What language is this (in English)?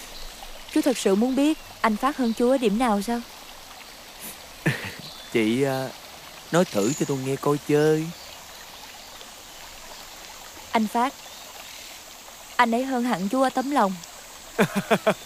Vietnamese